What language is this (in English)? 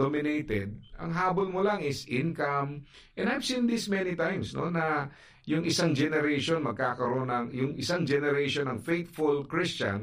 Filipino